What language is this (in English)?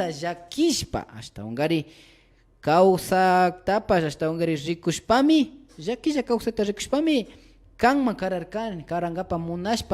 Imbabura Highland Quichua